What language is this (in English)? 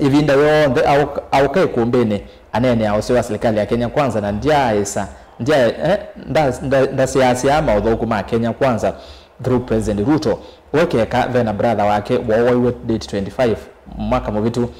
Kamba